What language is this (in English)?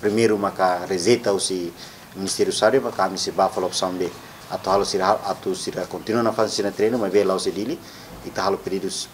Tetum